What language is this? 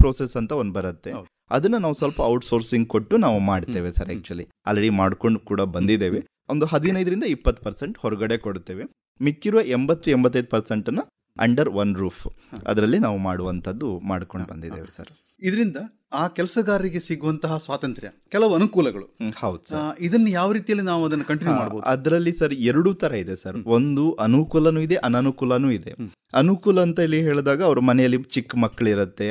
Kannada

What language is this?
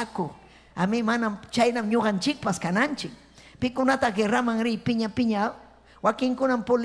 Ayacucho Quechua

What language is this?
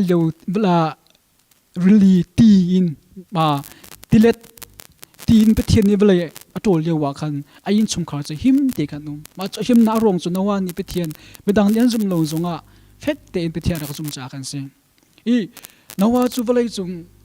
Hakha Chin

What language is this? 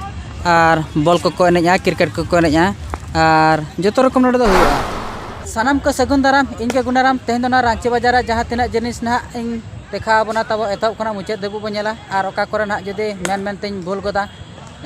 Santali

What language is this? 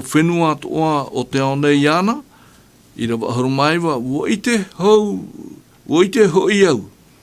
Tahitian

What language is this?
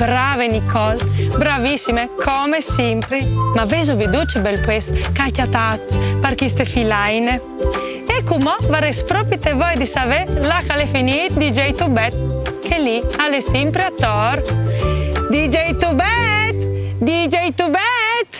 Friulian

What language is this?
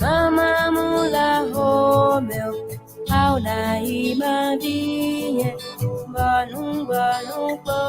Ewe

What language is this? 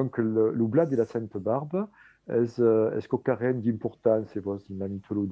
Occitan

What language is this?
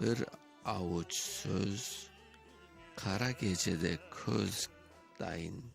Crimean Tatar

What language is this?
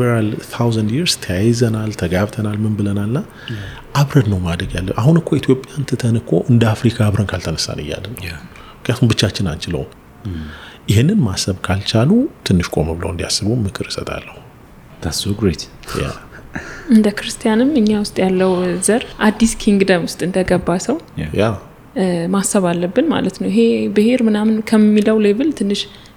Amharic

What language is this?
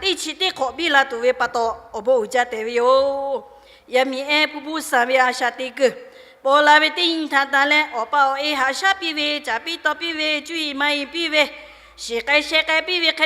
Lahu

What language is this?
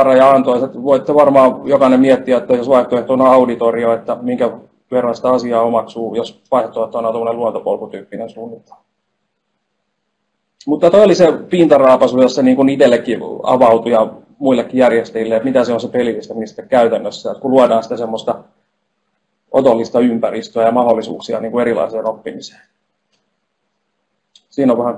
Finnish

